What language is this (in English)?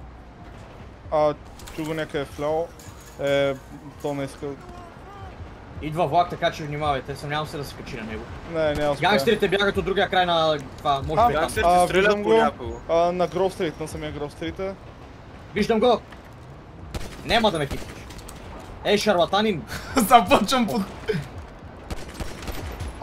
Bulgarian